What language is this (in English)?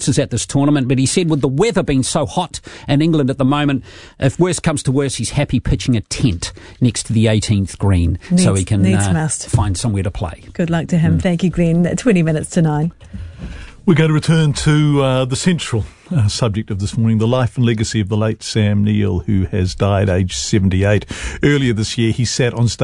English